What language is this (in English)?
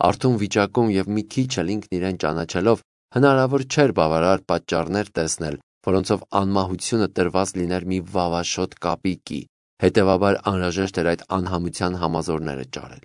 Armenian